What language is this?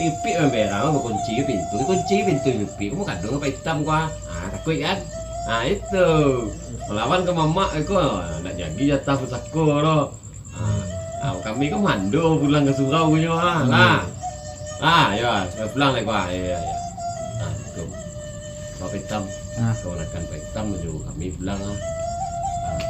Minangkabau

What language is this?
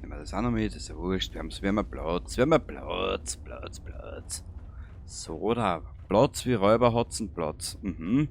Bavarian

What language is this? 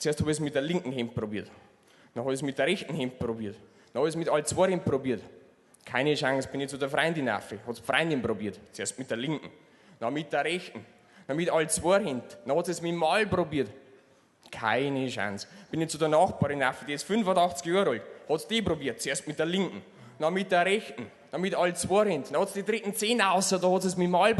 Bavarian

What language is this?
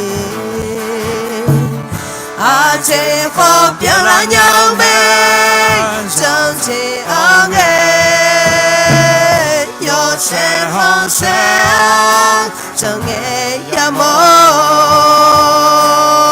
Akha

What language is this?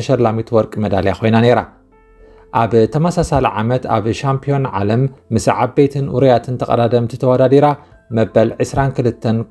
Tigrinya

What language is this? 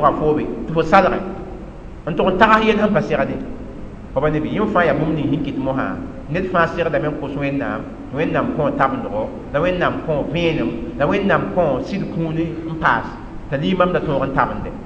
Mossi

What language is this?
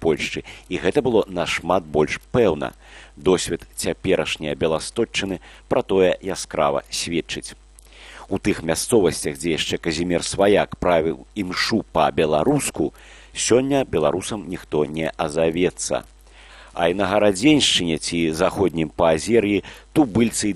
Belarusian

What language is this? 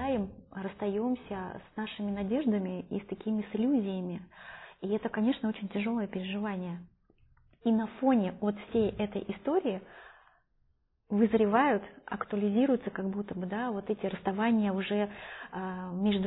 Russian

